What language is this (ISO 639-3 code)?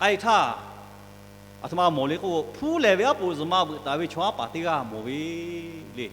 lhu